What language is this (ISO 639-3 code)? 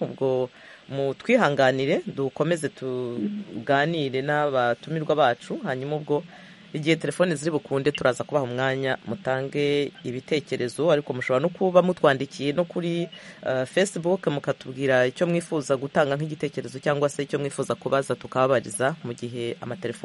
kin